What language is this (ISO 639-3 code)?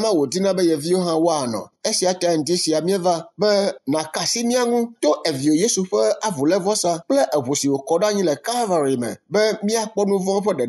ewe